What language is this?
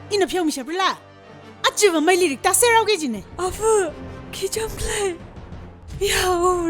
Tangkhul Naga (India)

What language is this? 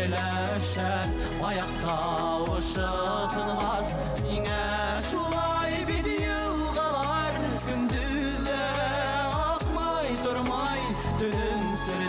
Bashkir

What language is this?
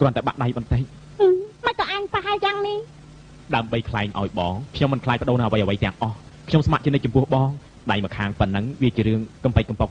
Khmer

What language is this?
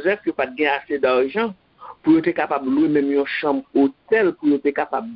Haitian Creole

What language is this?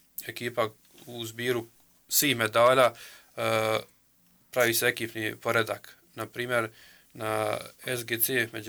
Croatian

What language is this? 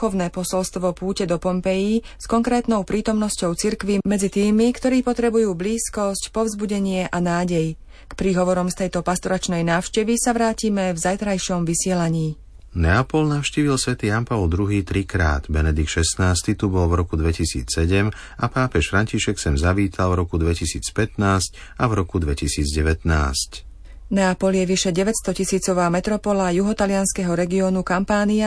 Slovak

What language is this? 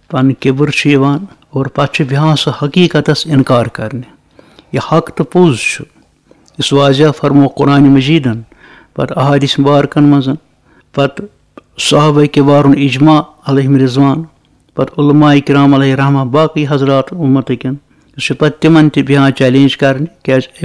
Kashmiri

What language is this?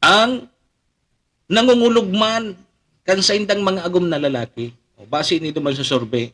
Bikol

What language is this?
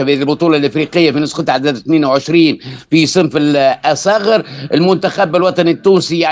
Tunisian Arabic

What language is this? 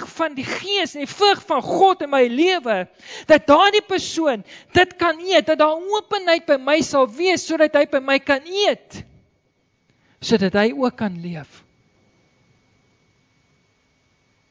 Afrikaans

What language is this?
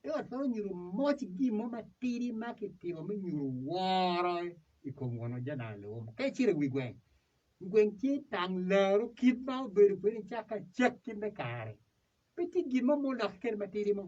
Acoli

